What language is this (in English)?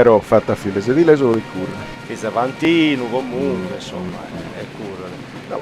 Sardinian